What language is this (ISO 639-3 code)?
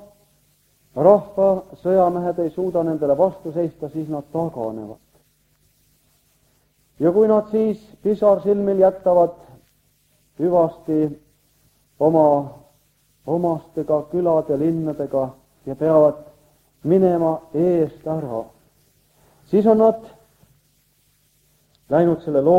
est